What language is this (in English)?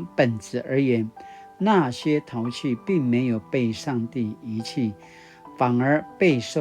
Paiwan